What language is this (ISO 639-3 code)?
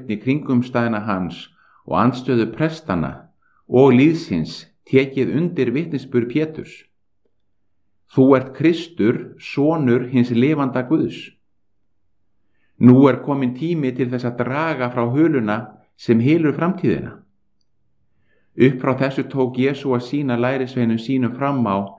isl